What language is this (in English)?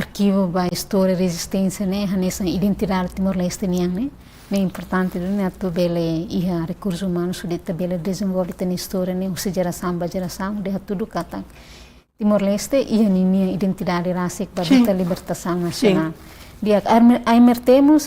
Tetum